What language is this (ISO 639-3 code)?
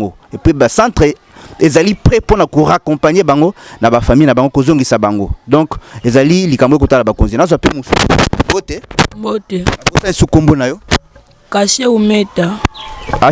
lin